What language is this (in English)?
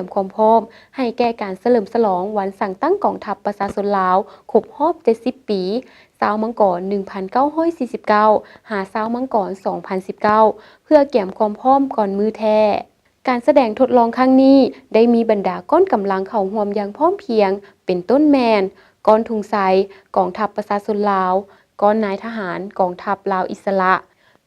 Lao